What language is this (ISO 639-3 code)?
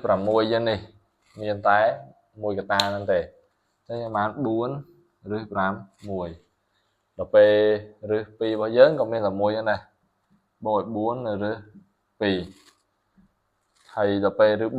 khm